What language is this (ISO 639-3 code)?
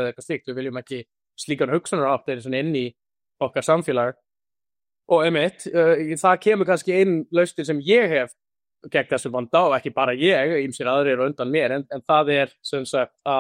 isl